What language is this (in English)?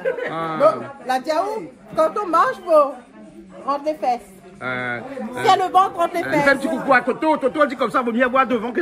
Réunion Creole French